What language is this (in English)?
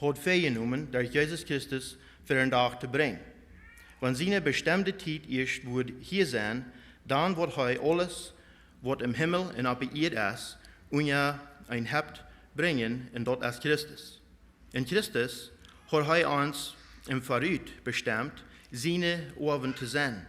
Plautdietsch